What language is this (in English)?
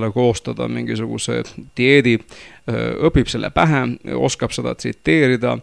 Estonian